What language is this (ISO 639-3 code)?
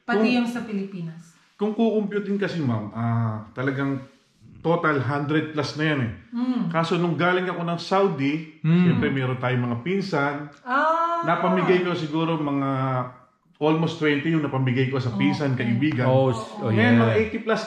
fil